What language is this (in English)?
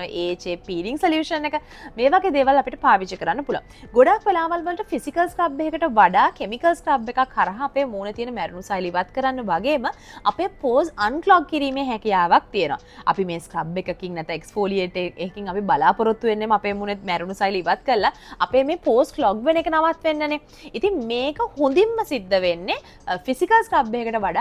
Sinhala